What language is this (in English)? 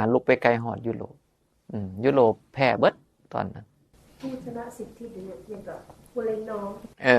Northeastern Thai